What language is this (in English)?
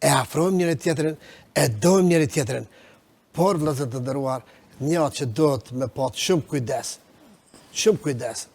Albanian